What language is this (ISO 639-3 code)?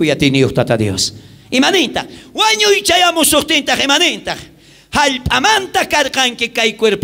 quh